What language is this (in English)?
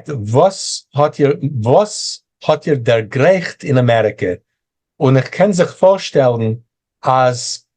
Yiddish